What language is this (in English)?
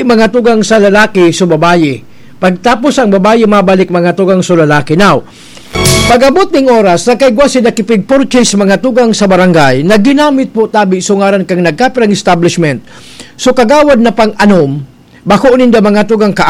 Bikol